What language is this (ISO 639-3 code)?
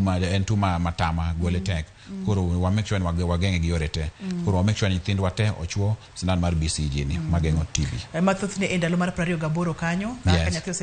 luo